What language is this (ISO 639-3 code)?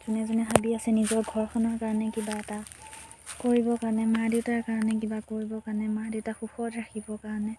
asm